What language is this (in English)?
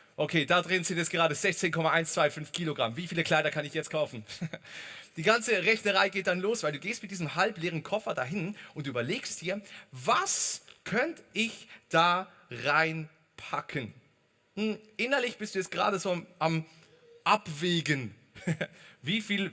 Swiss German